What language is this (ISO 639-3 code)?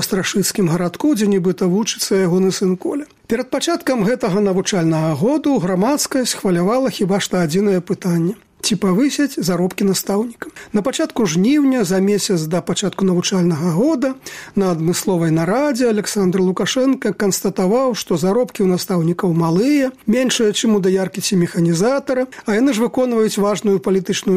bel